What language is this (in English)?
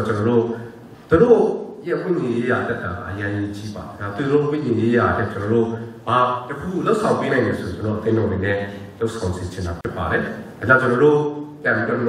Burmese